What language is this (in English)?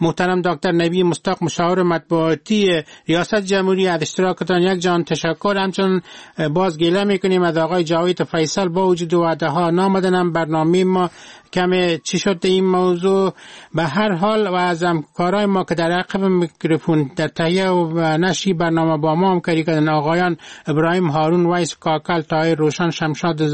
Persian